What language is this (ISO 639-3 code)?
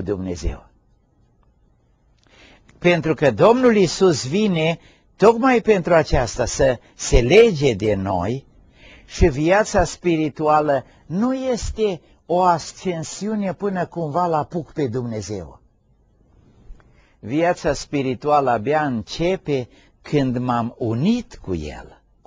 ron